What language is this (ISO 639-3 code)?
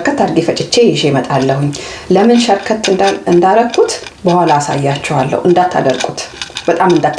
amh